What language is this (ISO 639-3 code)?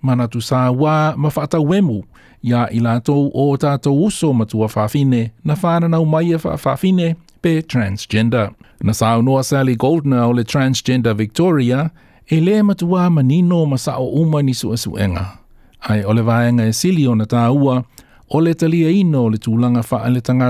smo